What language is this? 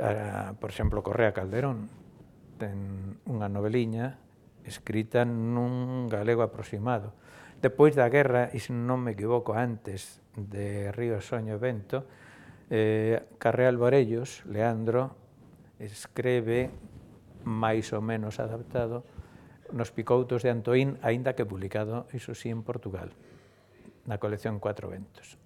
Galician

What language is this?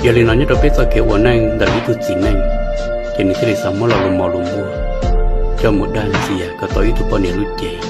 Hmong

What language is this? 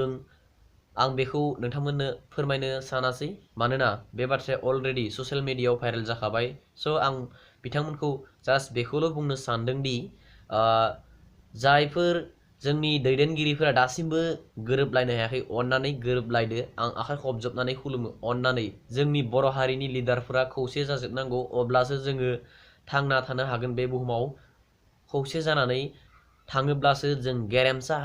Bodo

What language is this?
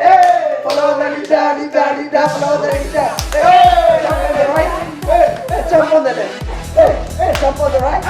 Meru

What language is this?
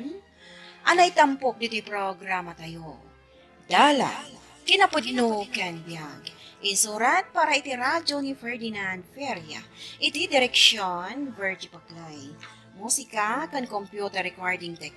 Iloko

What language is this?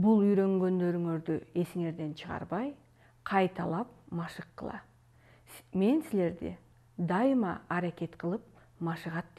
Kyrgyz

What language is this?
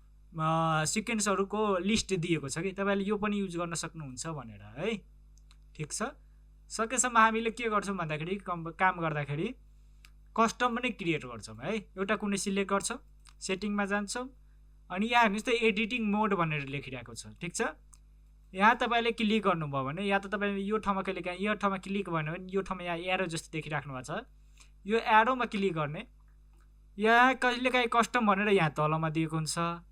Nepali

